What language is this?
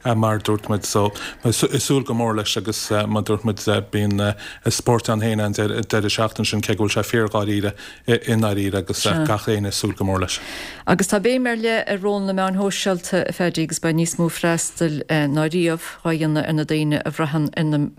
Irish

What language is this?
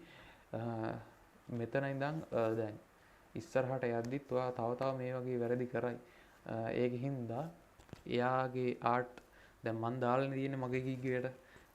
Sinhala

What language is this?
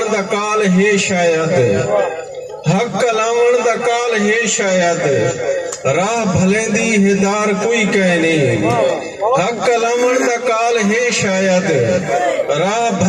Saraiki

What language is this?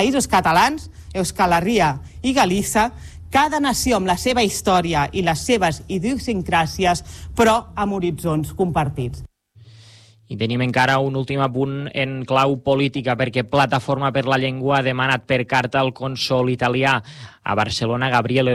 Catalan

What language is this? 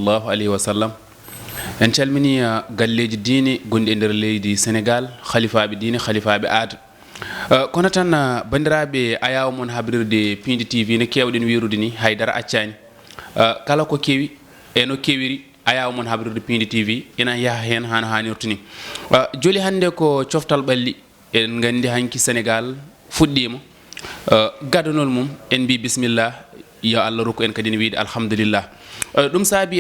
Fula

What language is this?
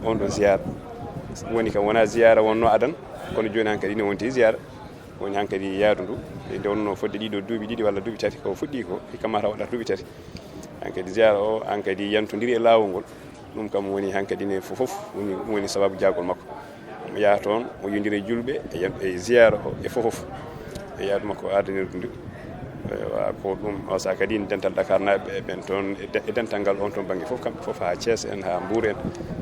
Fula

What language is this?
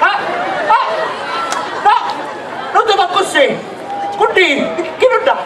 Sicilian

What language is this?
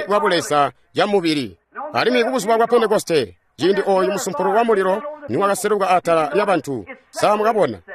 Tonga (Zambia)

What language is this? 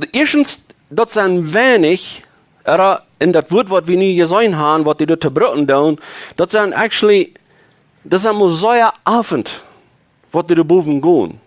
Plautdietsch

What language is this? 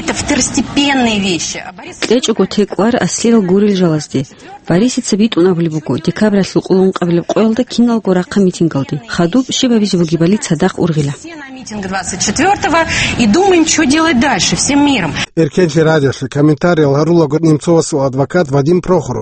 Avaric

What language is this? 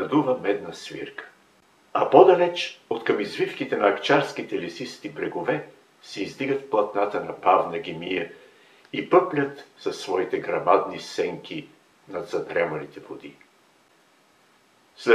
Bulgarian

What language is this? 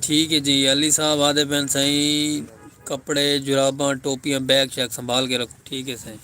Saraiki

